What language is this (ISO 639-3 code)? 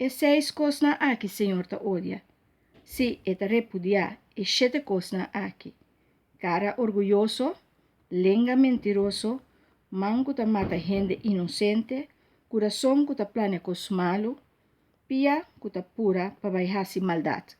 pap